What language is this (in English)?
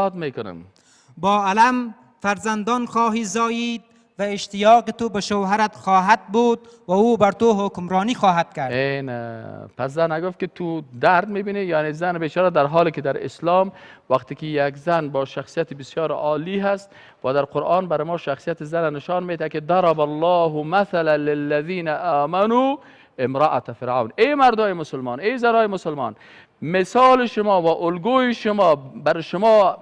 Persian